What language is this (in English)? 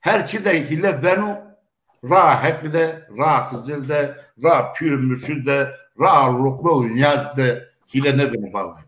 Zaza